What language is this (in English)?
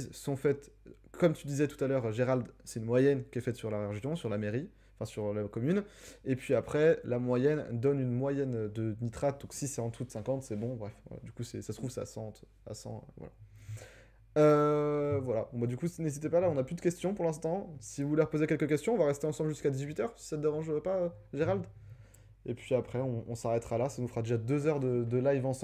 French